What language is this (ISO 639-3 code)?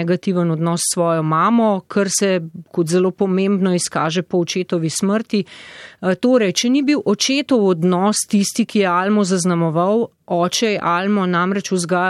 slv